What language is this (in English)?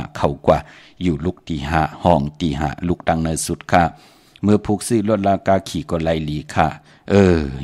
Shan